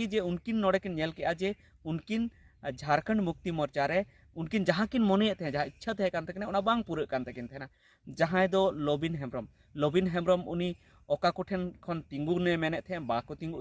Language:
Santali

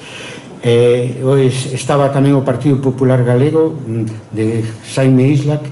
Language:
Galician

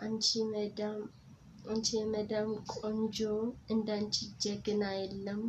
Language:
Amharic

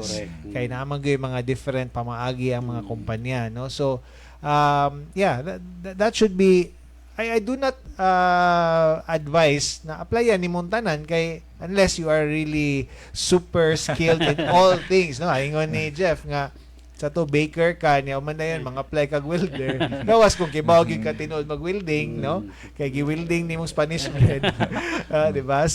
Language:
Cebuano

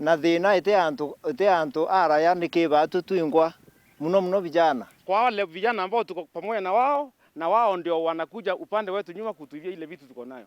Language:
Meru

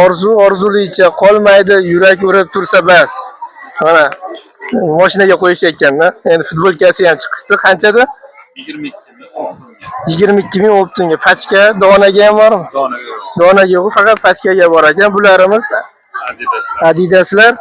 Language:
Uzbek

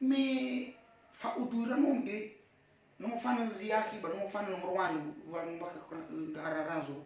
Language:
Nias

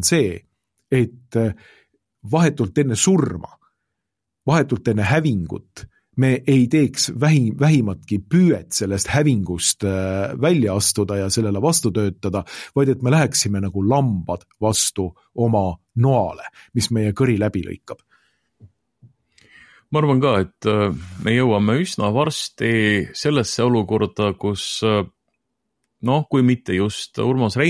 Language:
Estonian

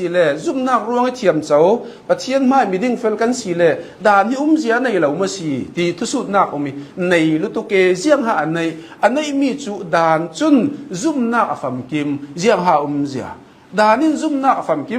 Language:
Hakha Chin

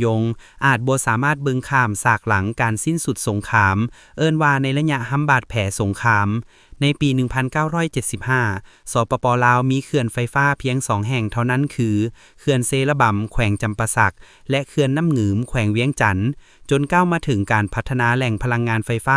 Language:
Lao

